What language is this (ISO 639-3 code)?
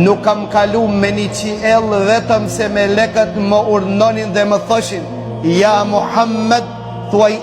sqi